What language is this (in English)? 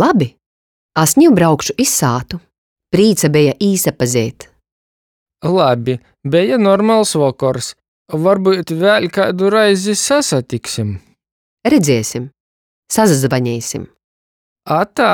Latgalian